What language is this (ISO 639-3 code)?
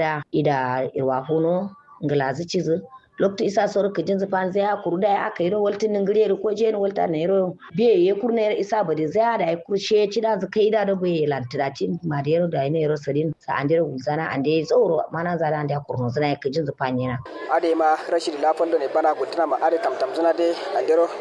kau